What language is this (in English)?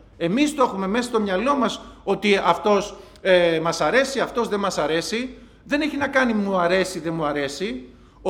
Greek